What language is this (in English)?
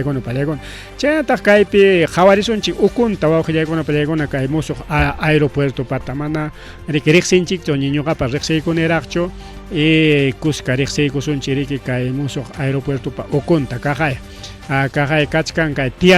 Ayacucho Quechua